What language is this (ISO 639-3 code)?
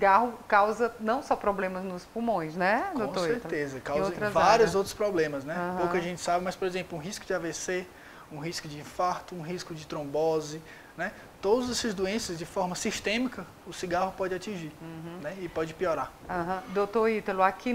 por